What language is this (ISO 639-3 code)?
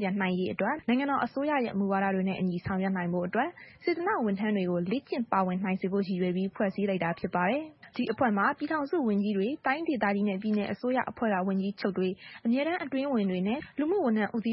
mya